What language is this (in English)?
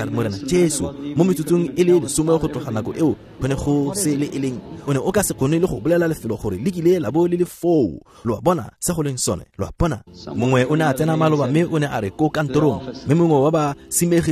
Tswana